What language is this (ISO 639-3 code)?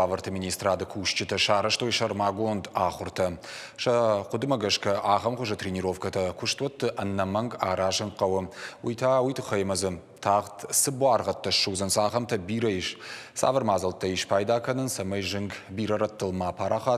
oss